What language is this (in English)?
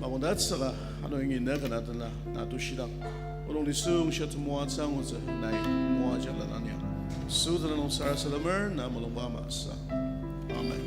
Ao Naga